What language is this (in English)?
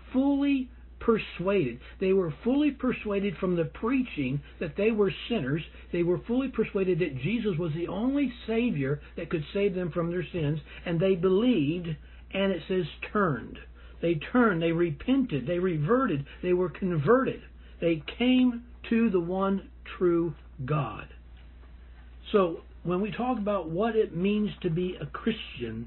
English